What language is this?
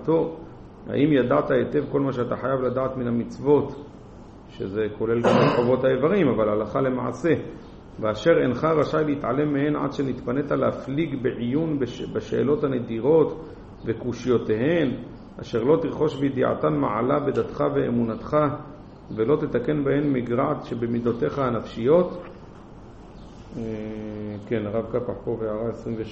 Hebrew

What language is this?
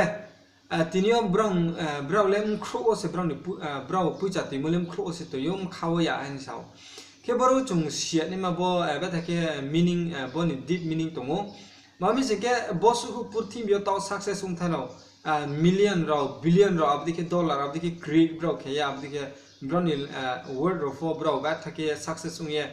Riang (India)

